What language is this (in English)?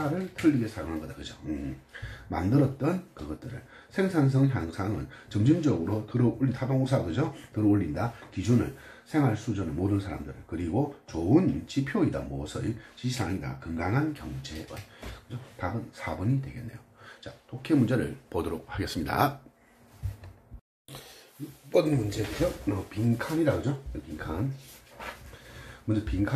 Korean